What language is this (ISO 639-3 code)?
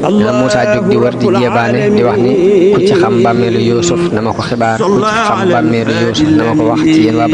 wol